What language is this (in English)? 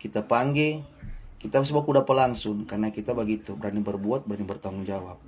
Manado Malay